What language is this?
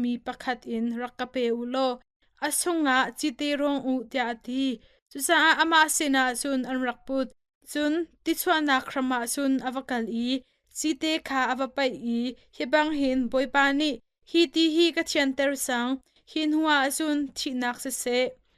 Hakha Chin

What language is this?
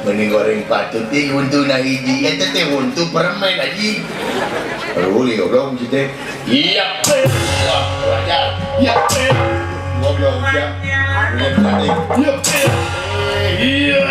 Sundanese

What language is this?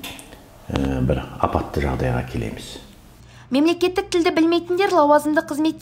Kazakh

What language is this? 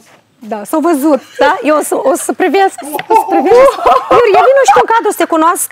Romanian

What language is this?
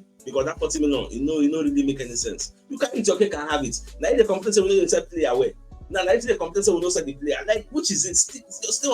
Nigerian Pidgin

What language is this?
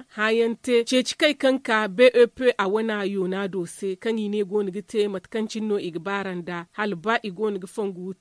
Zarma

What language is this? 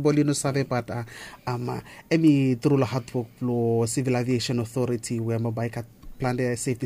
Bislama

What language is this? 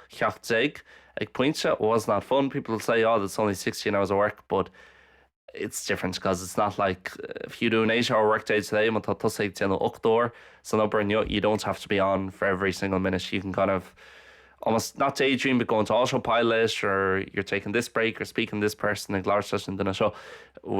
Irish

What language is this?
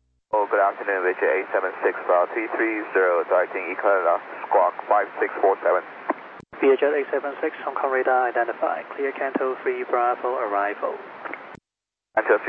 English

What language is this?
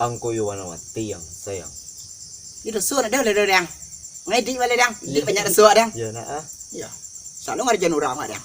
Minangkabau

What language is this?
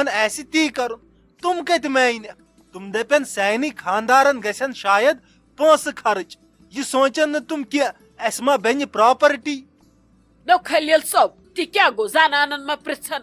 Kashmiri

